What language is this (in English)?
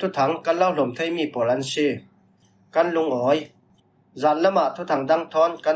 Falam Chin